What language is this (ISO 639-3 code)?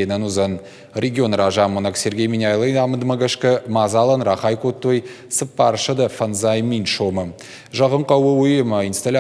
oss